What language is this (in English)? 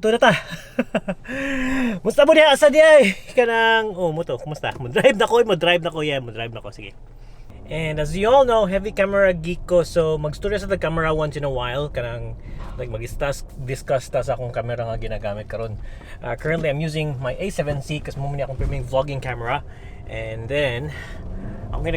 Cebuano